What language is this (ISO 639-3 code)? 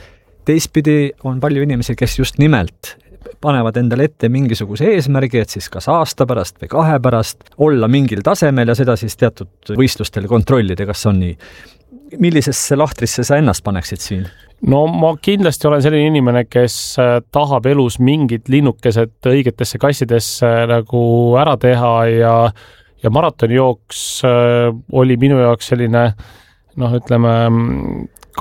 est